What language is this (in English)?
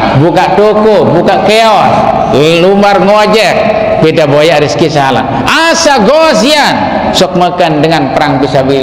Sasak